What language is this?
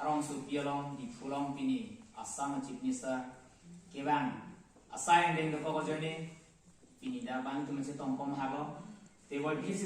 Karbi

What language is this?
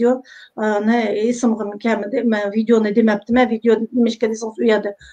Uyghur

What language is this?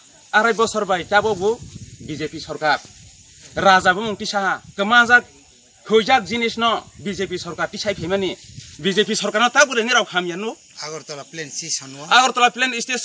Kok Borok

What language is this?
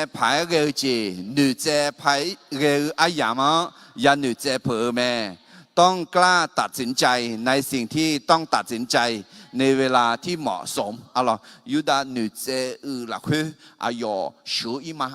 Akha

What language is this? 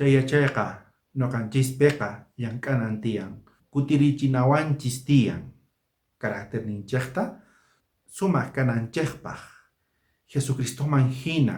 South Bolivian Quechua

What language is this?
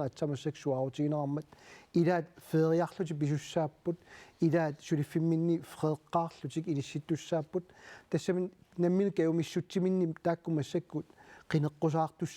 Kalaallisut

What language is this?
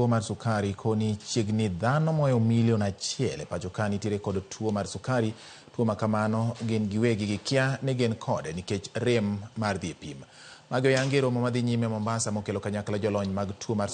Luo (Kenya and Tanzania)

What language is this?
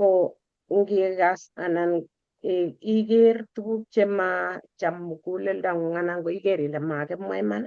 Kalenjin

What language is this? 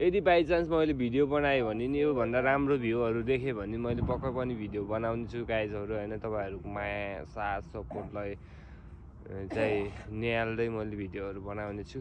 Nepali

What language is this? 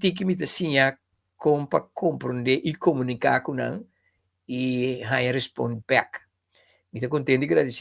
Papiamento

